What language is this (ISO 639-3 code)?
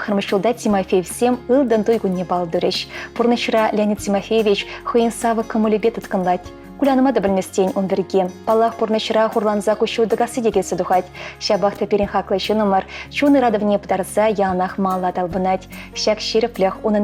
chv